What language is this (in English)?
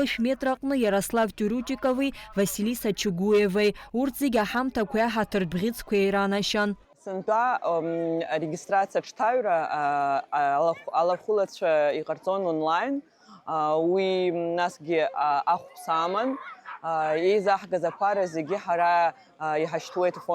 Abkhazian